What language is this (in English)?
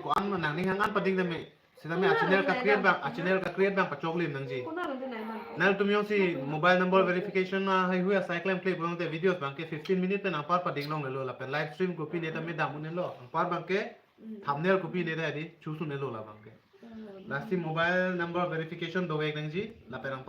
Karbi